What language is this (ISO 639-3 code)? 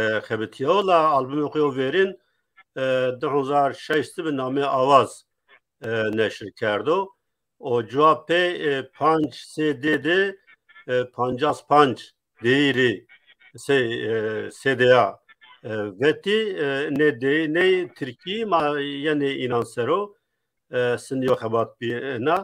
zza